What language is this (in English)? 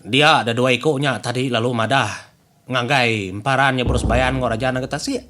Iban